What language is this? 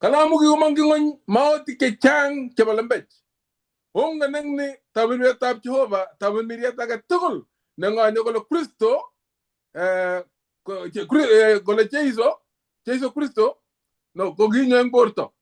Kalenjin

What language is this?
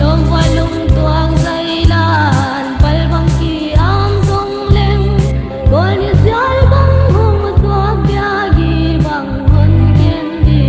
Paite Chin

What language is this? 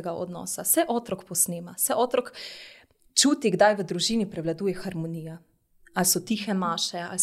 Slovenian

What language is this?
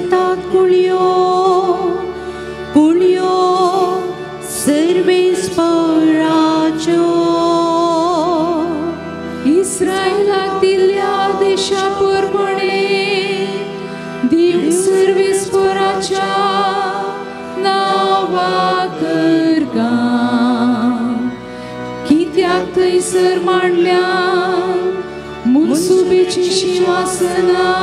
Konkani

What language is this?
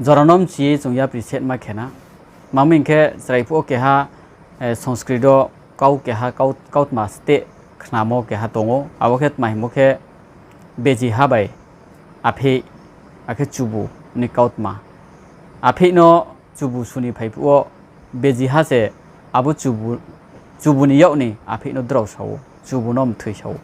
Riang (India)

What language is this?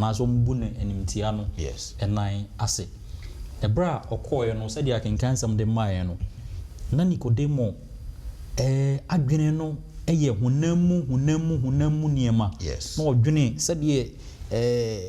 Akan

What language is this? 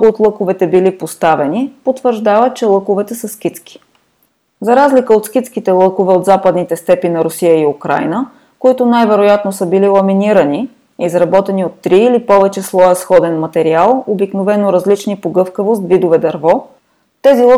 Bulgarian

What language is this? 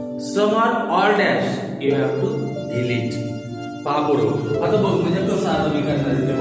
Marathi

